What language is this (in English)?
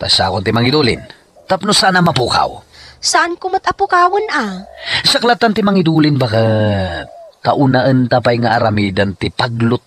Iloko